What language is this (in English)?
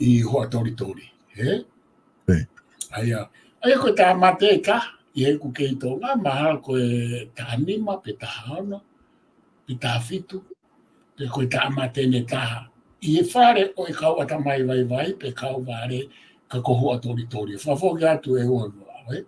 Tongan